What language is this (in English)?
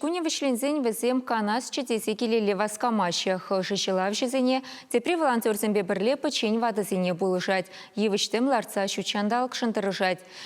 Chuvash